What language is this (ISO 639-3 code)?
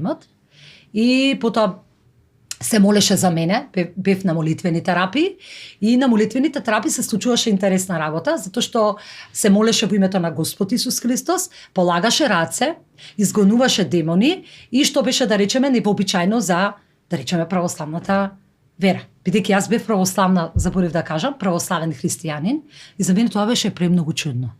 mkd